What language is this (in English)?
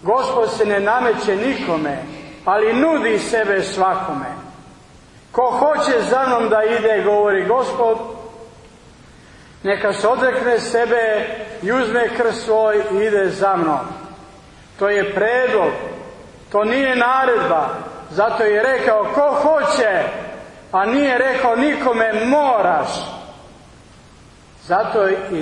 Serbian